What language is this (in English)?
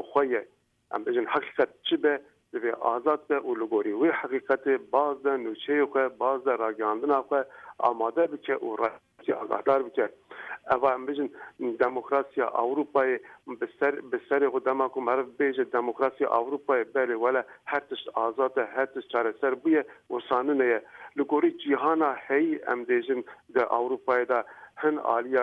Kurdish